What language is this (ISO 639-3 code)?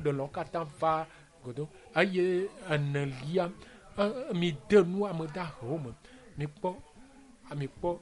ewe